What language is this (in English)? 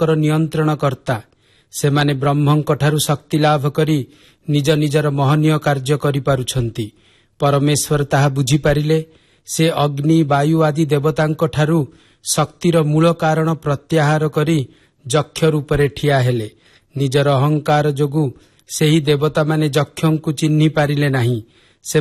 Odia